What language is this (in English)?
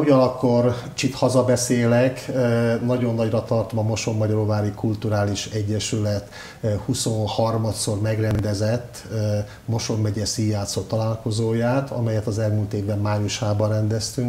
Hungarian